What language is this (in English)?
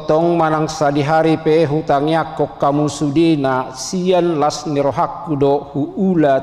Batak Toba